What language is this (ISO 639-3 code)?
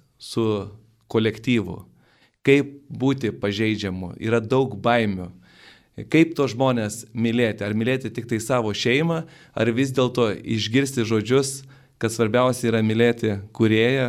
lit